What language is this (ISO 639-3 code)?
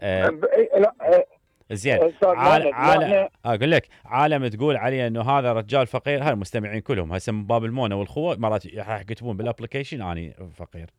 acm